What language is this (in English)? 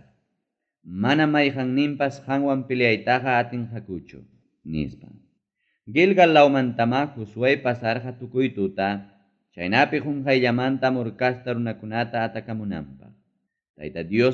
Ayacucho Quechua